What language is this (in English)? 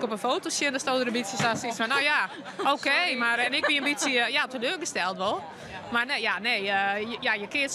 Western Frisian